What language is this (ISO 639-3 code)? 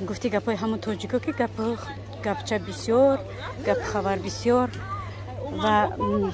tgk